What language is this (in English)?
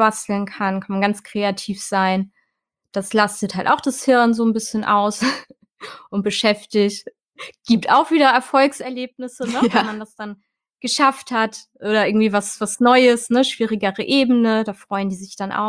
German